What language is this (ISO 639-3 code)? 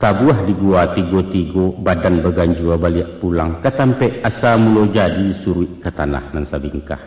min